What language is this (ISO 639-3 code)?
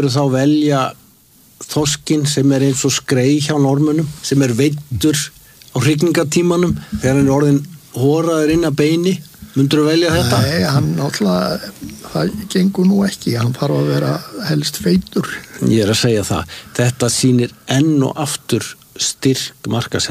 isl